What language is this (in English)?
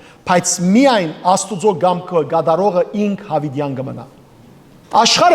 Western Armenian